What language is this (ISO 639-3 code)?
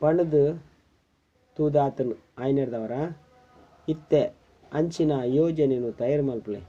tcy